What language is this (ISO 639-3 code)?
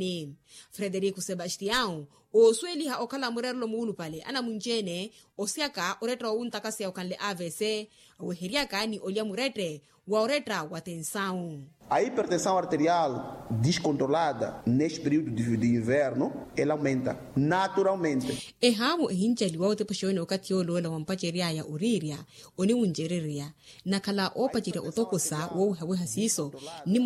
vmw